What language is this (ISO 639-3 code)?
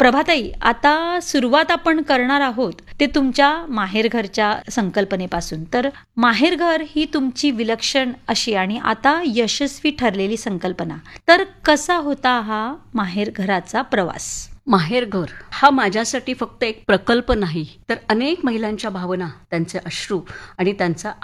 mar